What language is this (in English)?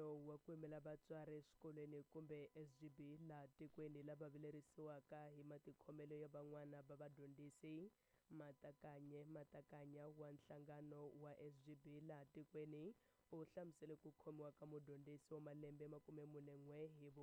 Tsonga